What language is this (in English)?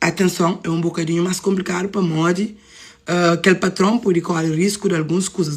Kabuverdianu